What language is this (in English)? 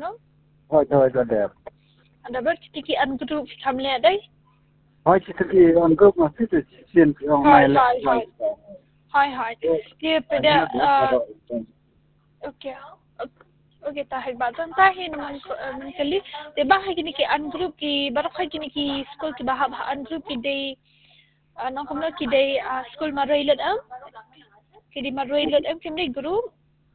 Khasi